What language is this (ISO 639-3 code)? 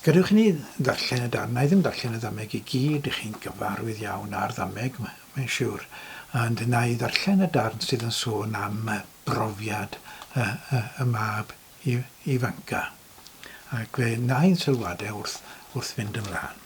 cym